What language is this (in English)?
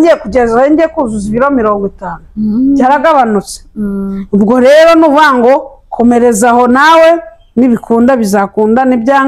Kinyarwanda